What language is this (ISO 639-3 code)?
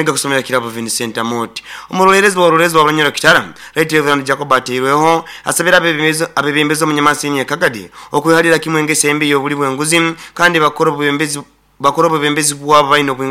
nyo